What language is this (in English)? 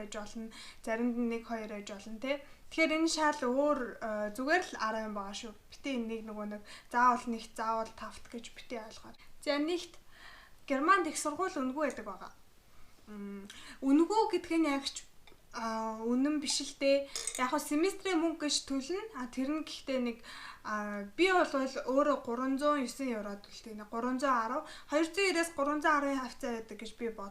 Mongolian